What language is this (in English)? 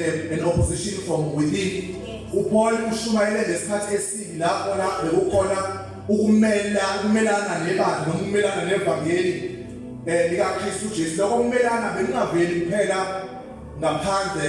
Zulu